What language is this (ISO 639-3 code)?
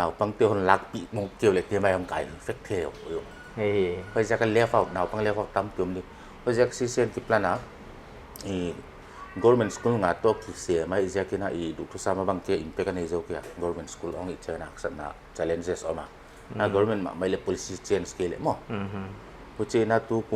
pck